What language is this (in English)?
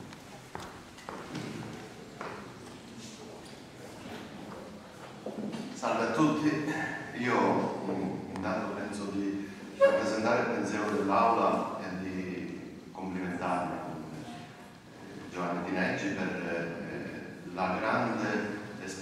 Italian